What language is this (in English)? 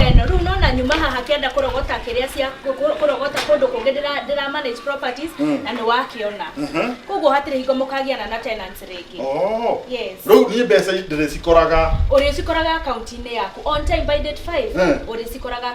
Kikuyu